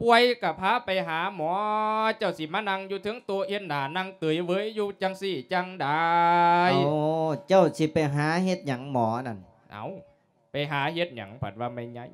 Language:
Lao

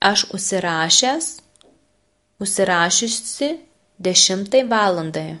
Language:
Lithuanian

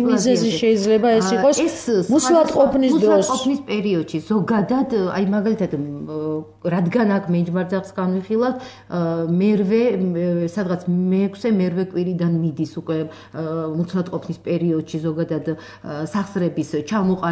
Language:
Georgian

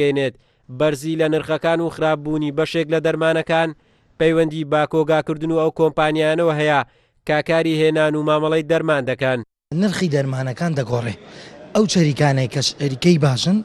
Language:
Central Kurdish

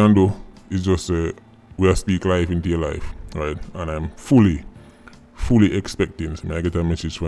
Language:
Jamaican Creole English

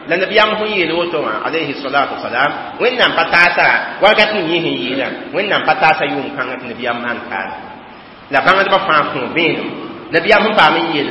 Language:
Mossi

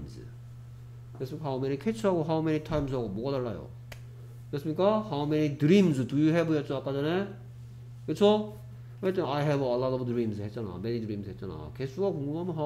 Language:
Korean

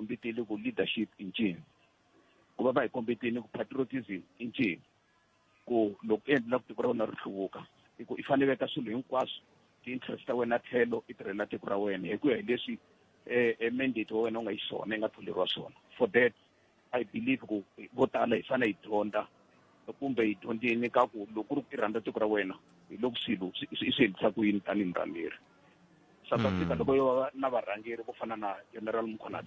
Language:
Tsonga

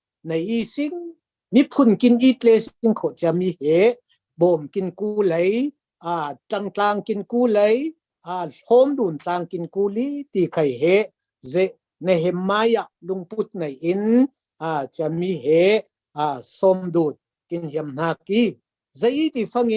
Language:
Falam Chin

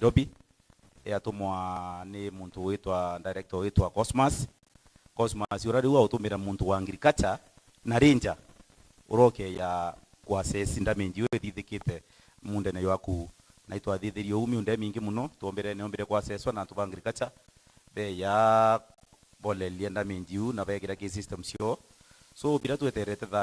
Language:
Meru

